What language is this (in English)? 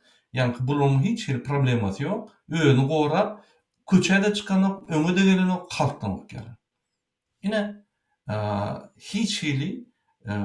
Turkmen